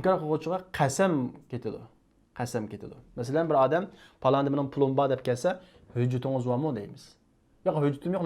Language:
Uyghur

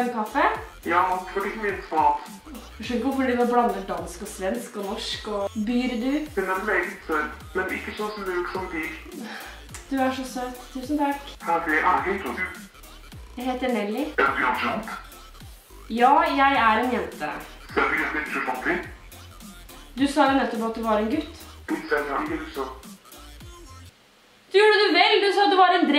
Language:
Norwegian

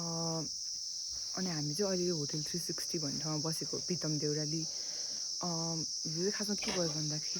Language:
Nepali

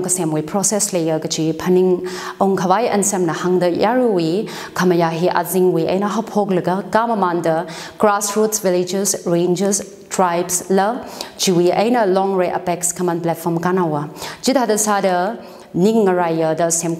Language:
Tangkhul Naga (India)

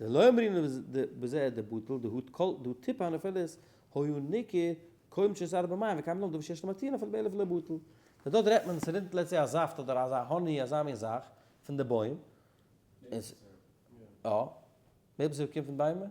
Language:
Yiddish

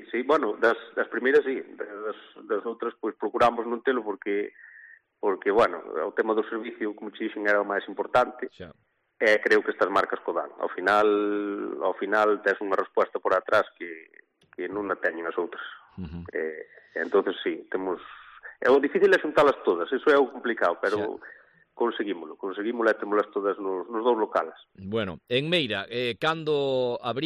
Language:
Galician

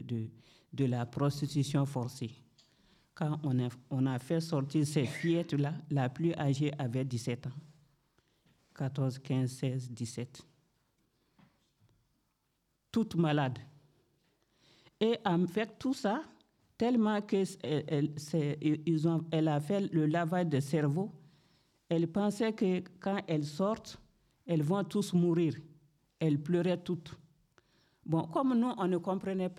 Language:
French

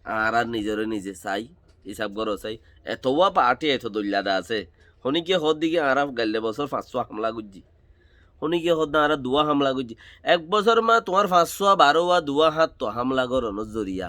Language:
Rohingya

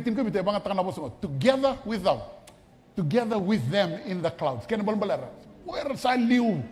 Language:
Fijian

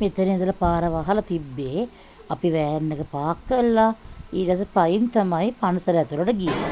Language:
Sinhala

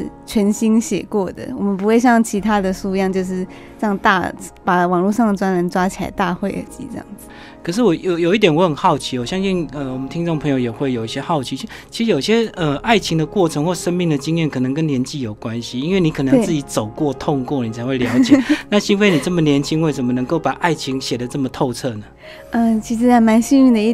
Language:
Chinese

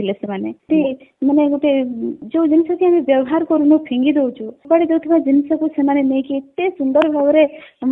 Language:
Odia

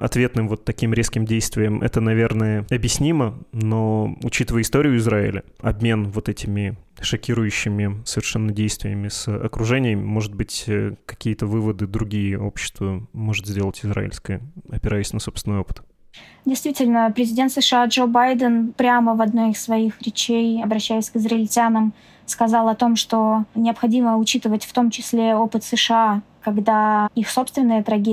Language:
Russian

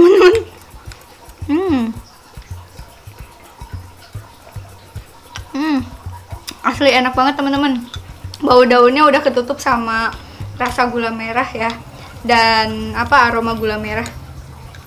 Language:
Indonesian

